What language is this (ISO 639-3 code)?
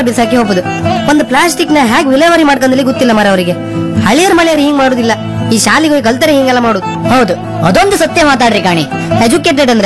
kan